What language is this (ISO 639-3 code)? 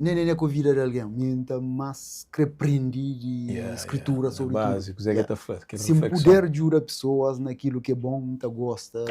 kea